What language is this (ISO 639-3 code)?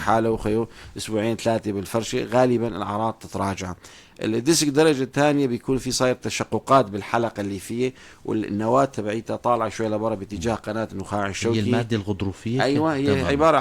apc